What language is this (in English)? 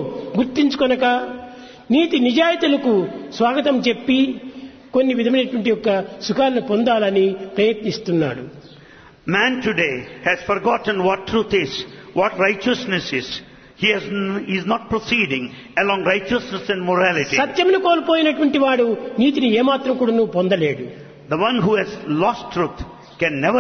Telugu